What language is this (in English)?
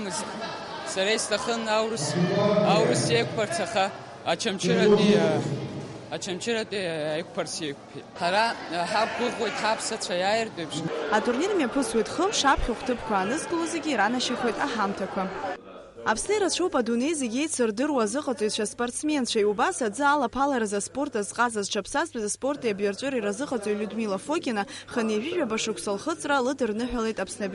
Abkhazian